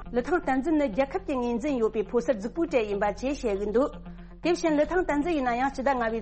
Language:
Tibetan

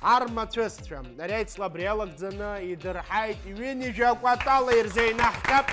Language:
Abkhazian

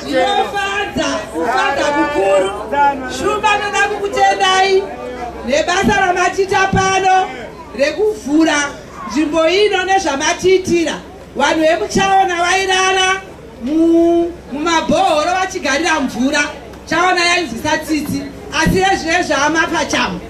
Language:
Shona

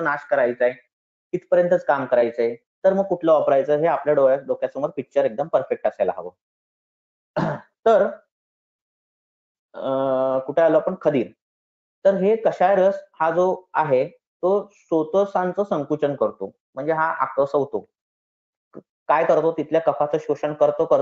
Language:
Marathi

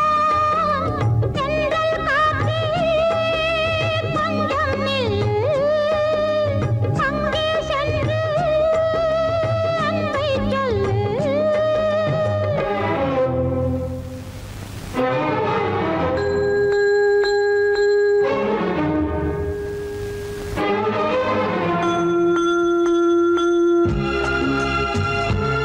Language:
Tamil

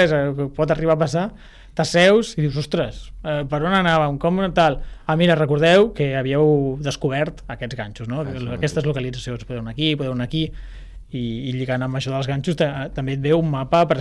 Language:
Catalan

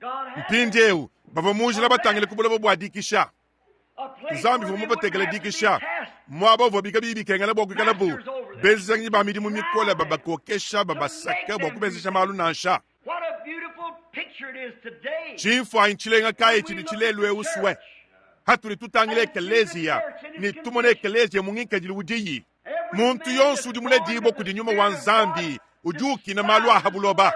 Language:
Luba-Lulua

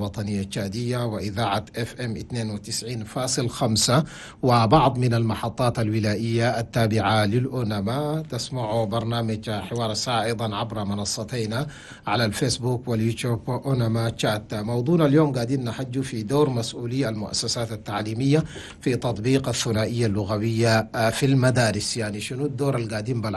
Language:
Chadian Arabic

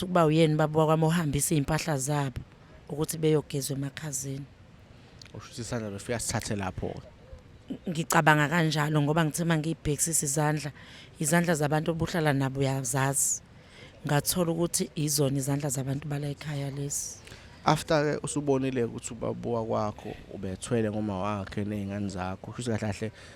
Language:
Zulu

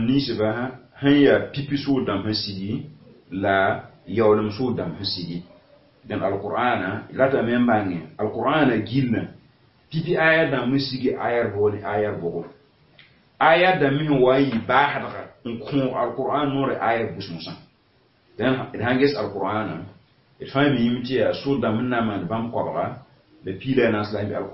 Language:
Mossi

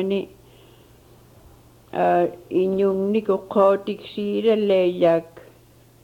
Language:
Inupiaq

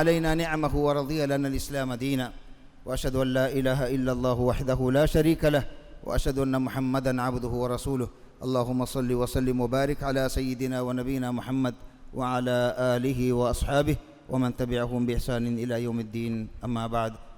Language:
Divehi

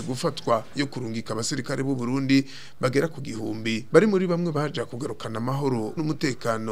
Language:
Rundi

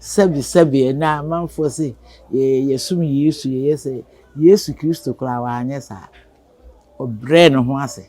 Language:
Akan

